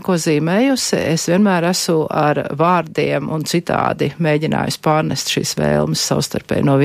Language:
Latvian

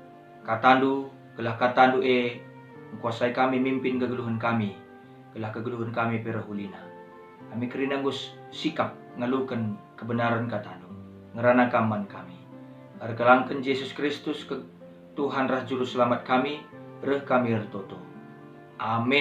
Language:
Batak Karo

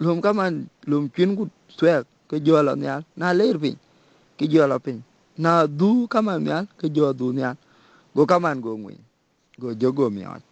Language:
Dinka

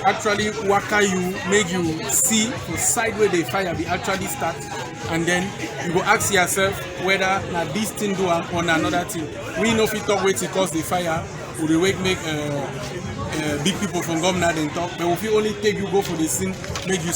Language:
Cameroon Pidgin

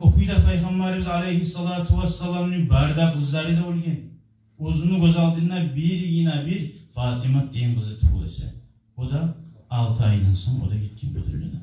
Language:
Kumyk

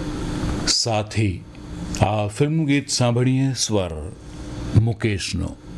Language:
Gujarati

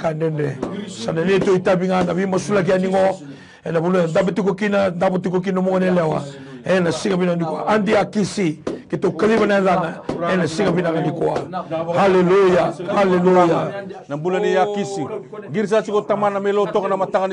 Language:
Fijian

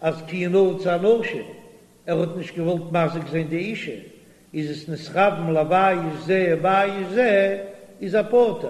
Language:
Yiddish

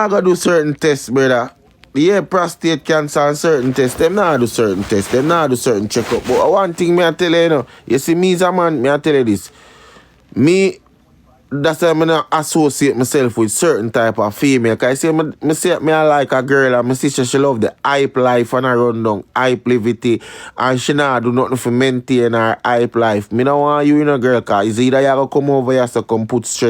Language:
Jamaican Creole English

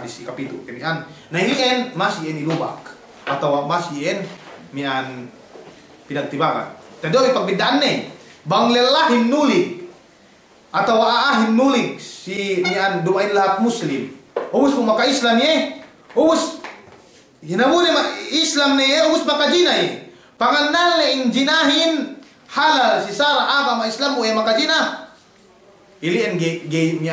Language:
Yakan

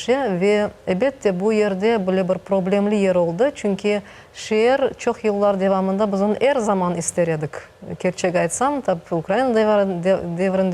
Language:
Crimean Tatar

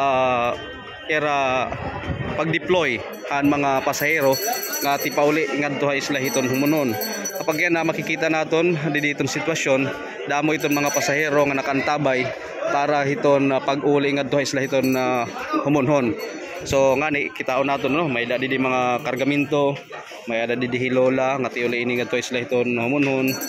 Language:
Waray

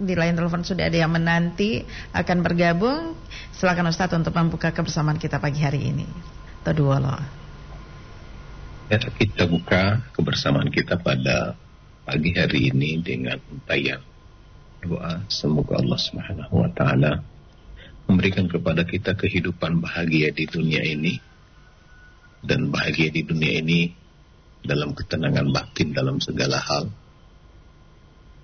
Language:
Indonesian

